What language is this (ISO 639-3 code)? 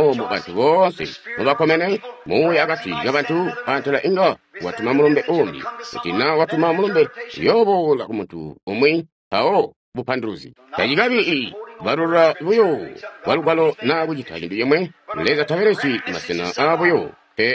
toi